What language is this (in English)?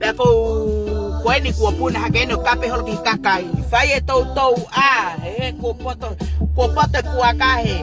Tongan